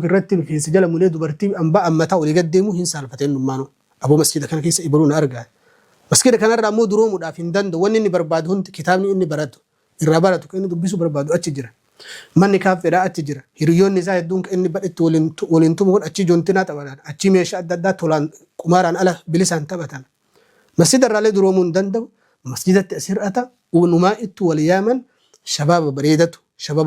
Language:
Oromo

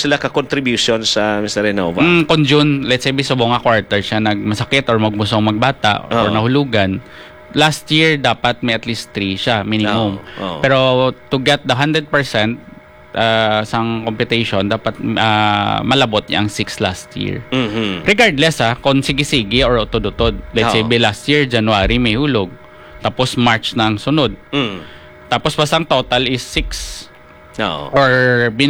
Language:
Hiligaynon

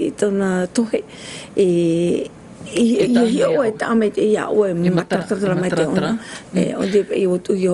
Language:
Tahitian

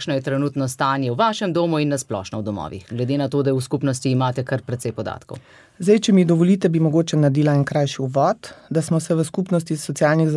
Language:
Slovenian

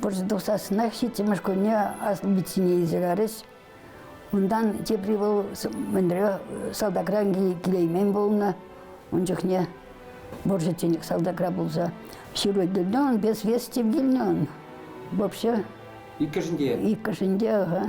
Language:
Chuvash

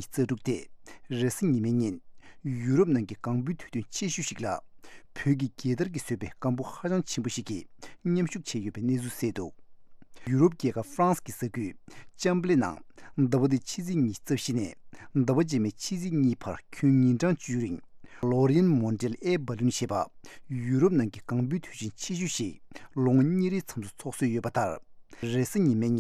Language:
Tibetan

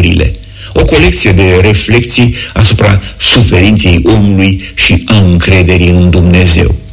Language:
Romanian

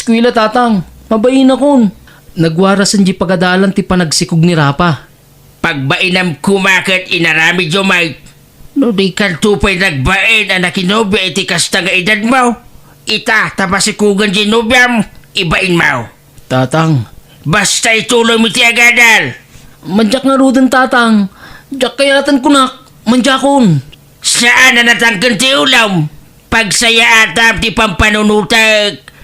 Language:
Iloko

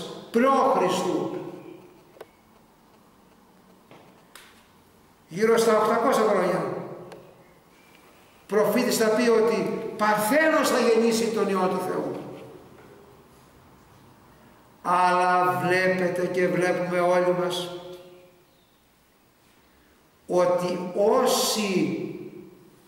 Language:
Greek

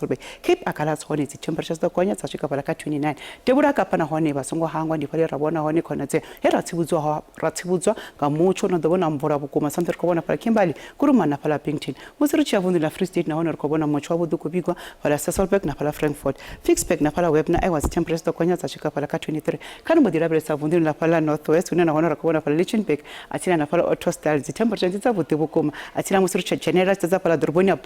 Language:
Venda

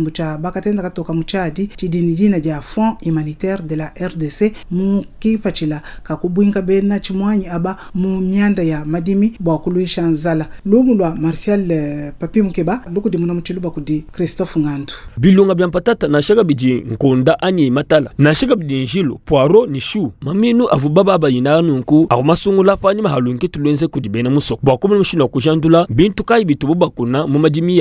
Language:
Luba-Lulua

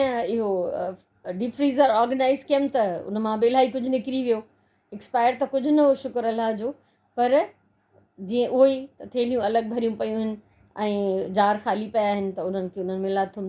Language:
Sindhi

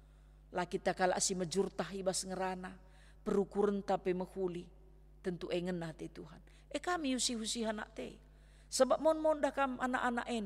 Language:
Batak Karo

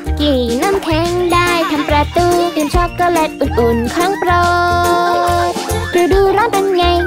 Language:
Thai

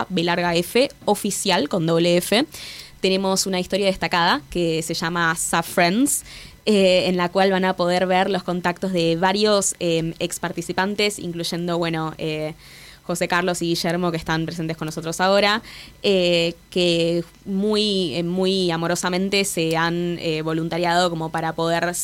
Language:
Spanish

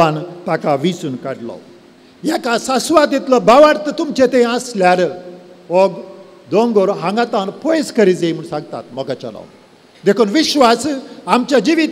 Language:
Konkani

